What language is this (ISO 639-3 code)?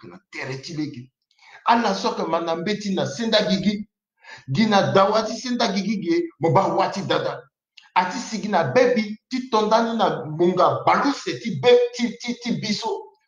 sag